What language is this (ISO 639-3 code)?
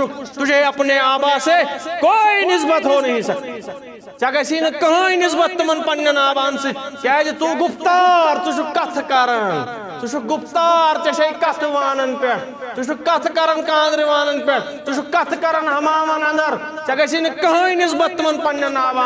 kas